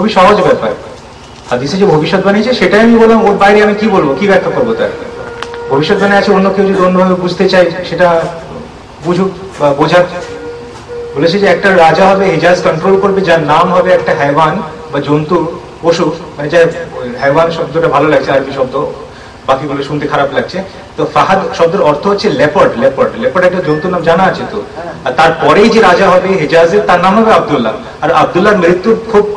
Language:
Bangla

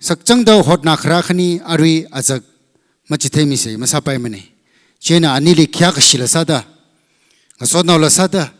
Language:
Tangkhul Naga (India)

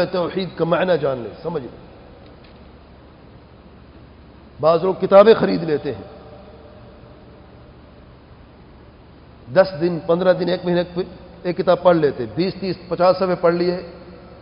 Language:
Urdu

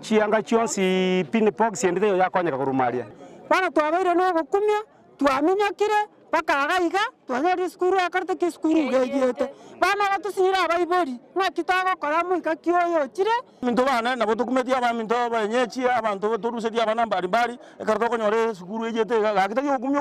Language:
Gusii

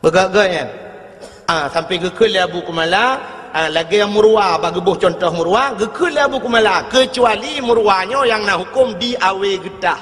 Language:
Achinese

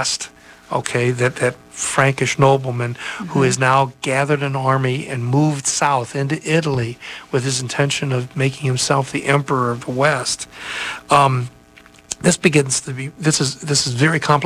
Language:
English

